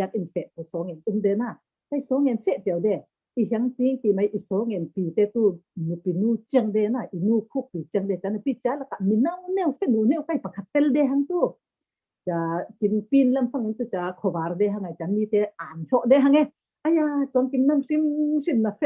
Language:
Falam Chin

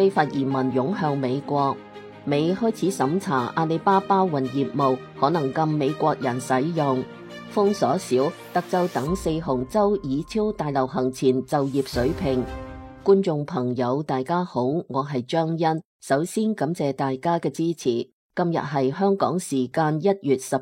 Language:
Cantonese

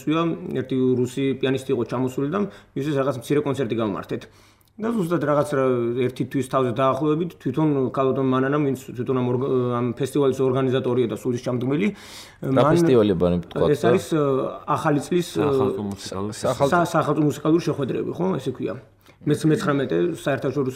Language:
Georgian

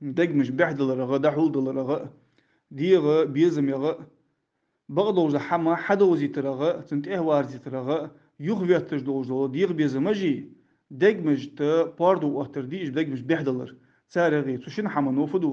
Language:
Ingush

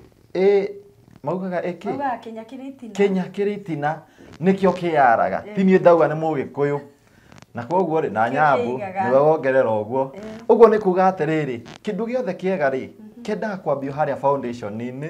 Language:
Kikuyu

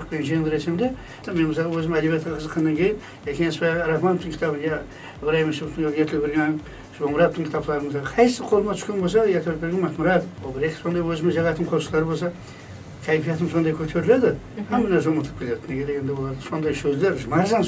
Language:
Kara-Kalpak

